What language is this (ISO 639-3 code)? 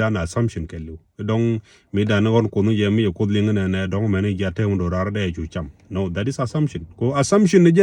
nus